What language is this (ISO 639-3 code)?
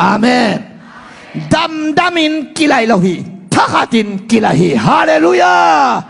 ctd